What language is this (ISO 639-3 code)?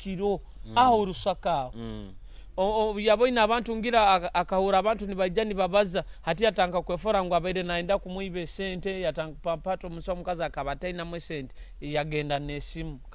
nyo